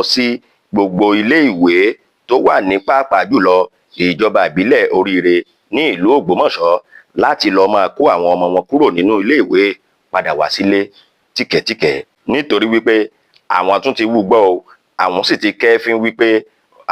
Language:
Yoruba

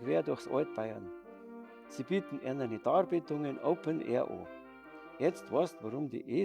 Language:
Bavarian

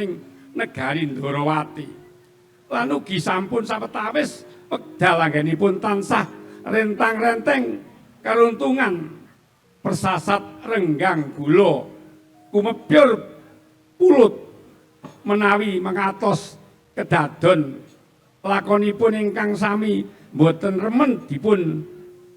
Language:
Javanese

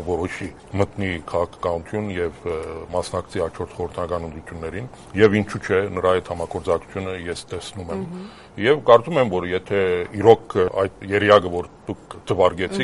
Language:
Armenian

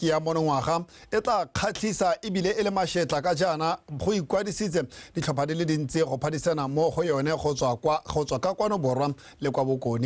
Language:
Tswana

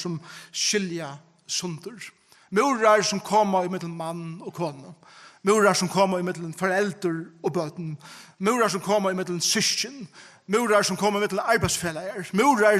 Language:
Faroese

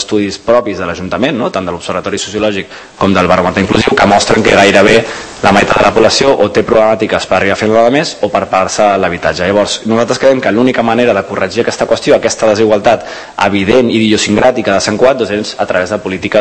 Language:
Catalan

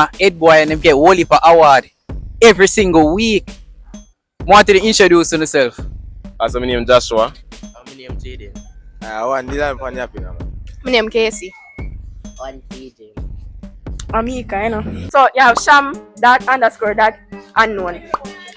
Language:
Jamaican Creole English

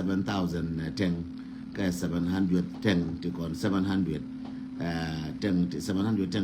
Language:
Nuer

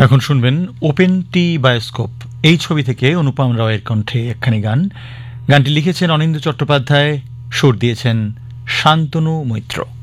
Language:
Bangla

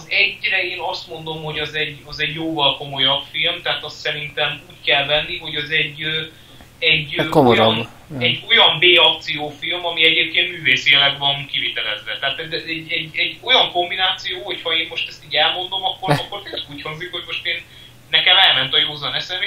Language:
Hungarian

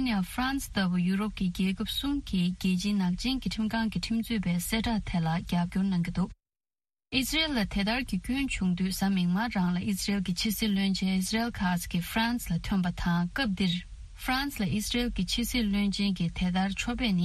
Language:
Tibetan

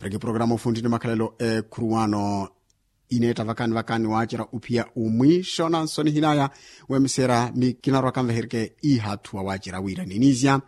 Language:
Makhuwa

